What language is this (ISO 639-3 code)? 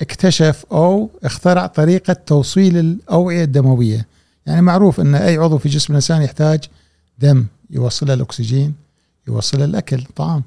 afb